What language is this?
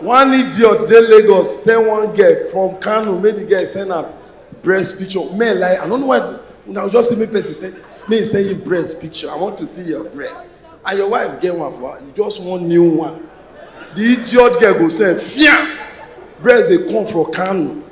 Nigerian Pidgin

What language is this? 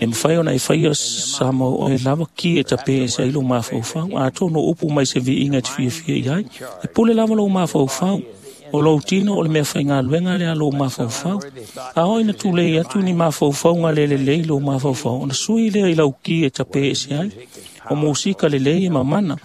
Samoan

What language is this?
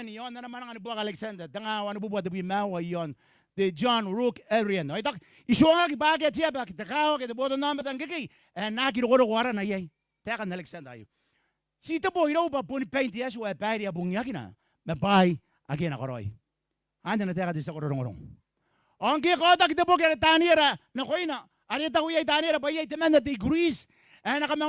Gilbertese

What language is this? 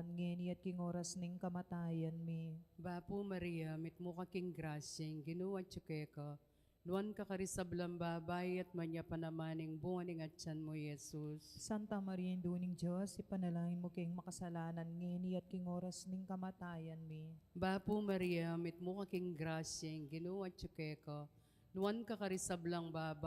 Pampanga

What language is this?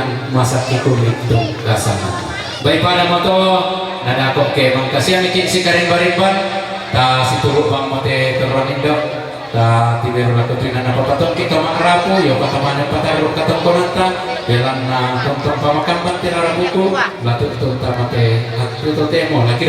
Toraja-Sa'dan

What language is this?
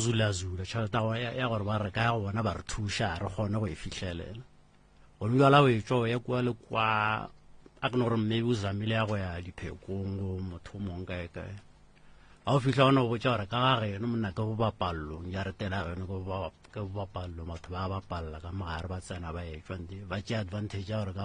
Northern Sotho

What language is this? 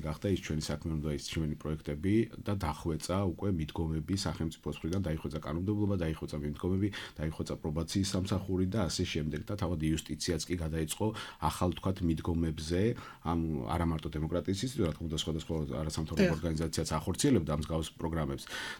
Georgian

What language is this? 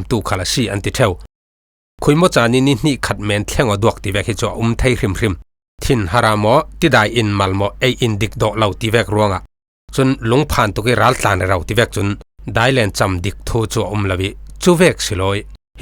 Falam Chin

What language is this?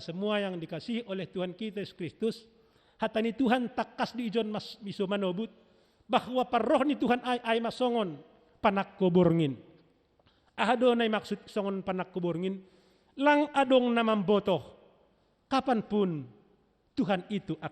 Batak Simalungun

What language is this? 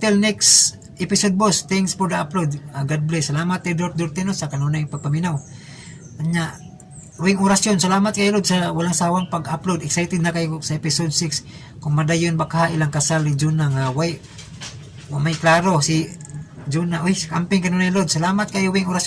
Cebuano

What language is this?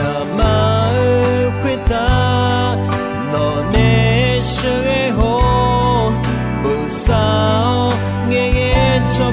Akha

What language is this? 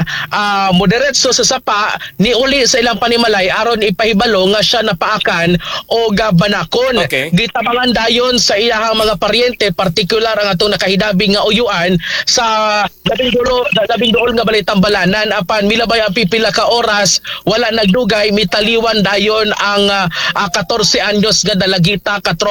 Cebuano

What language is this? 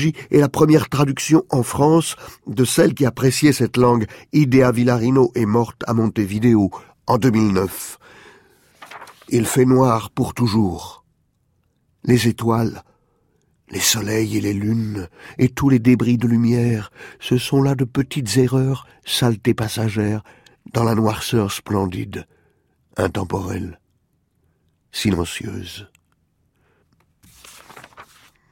French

